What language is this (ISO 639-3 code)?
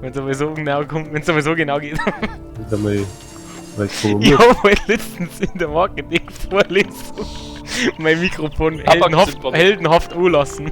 bar